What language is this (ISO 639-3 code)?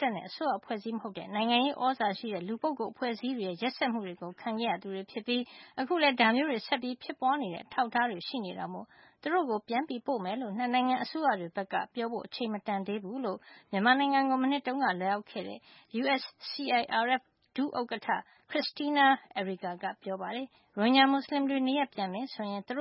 mya